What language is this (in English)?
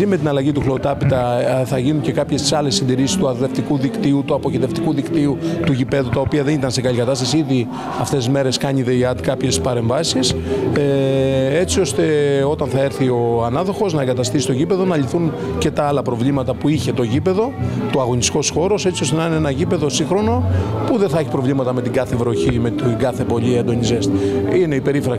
Greek